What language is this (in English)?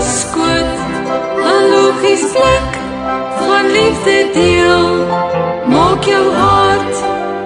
Afrikaans